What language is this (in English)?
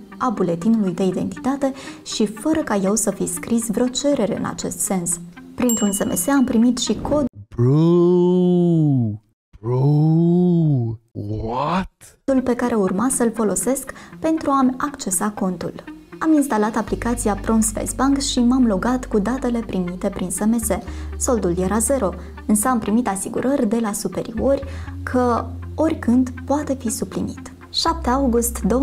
Romanian